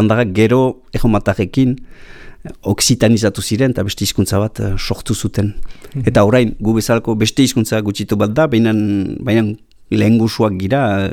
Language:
Basque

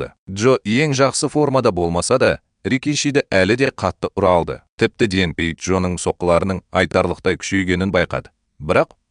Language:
Kazakh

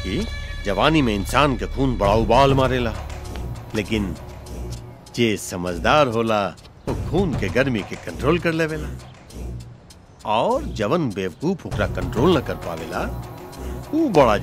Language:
Bhojpuri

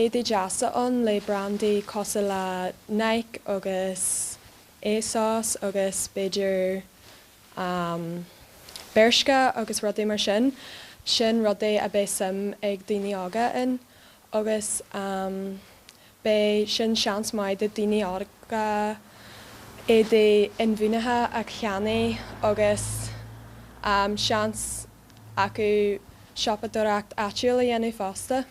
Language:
Irish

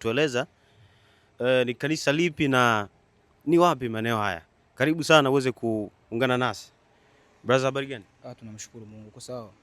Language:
Swahili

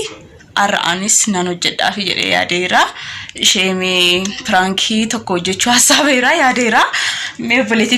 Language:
Oromo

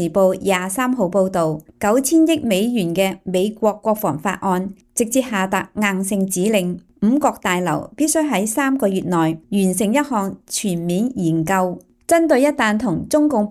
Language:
Cantonese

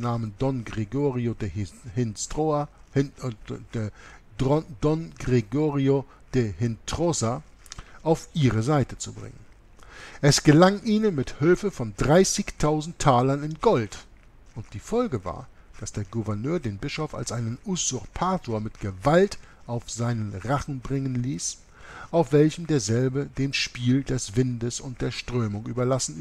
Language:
German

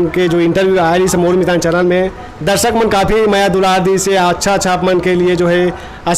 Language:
Chhattisgarhi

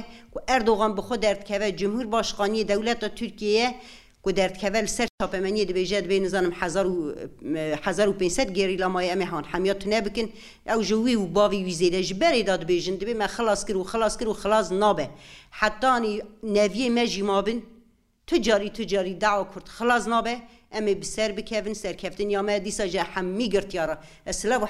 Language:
Kurdish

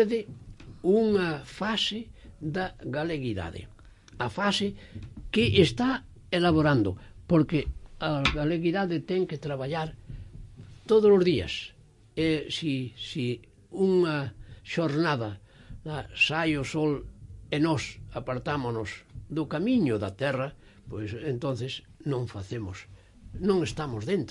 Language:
Galician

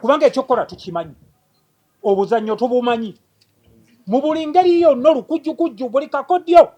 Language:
Ganda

